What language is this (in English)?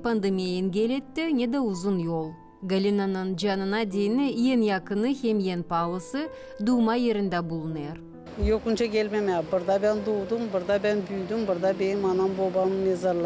Gagauz